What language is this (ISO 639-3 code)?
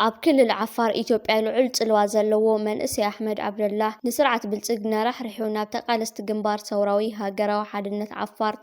tir